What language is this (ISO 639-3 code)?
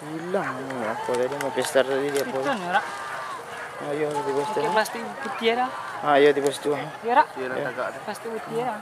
min